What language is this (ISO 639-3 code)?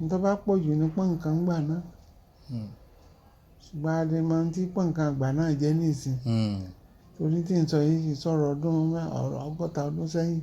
yor